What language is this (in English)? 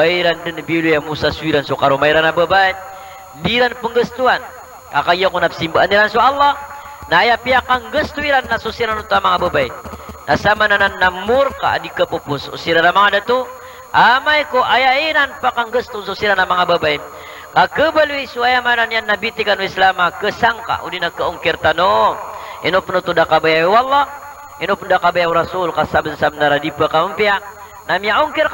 Maranao